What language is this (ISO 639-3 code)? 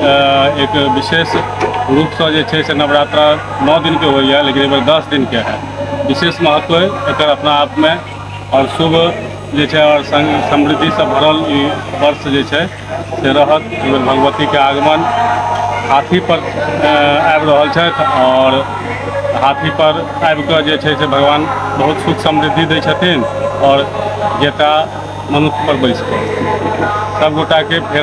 mai